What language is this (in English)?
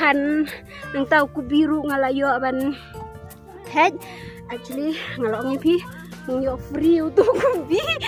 Khasi